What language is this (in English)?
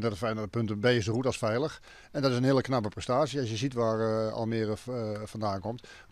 Dutch